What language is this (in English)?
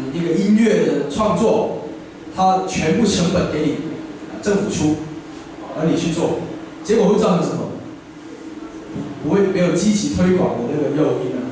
Chinese